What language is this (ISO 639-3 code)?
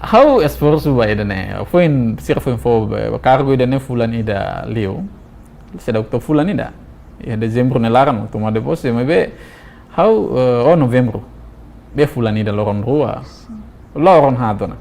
tet